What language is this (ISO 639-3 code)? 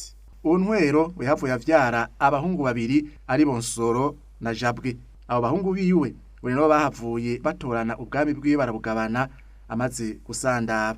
run